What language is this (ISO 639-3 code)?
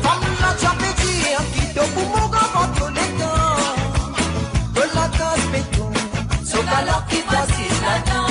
mfe